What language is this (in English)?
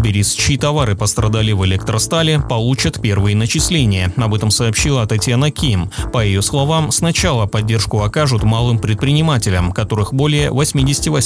Russian